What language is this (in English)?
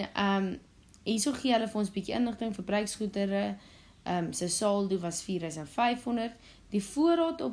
Afrikaans